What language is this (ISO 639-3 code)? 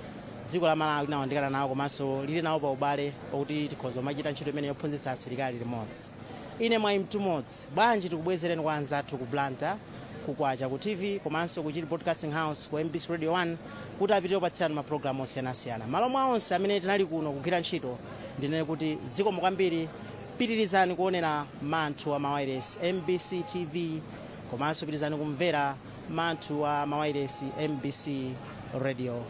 nya